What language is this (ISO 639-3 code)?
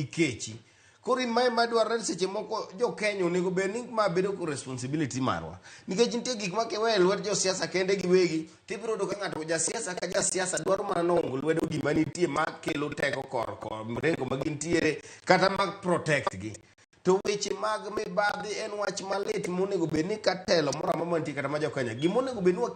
luo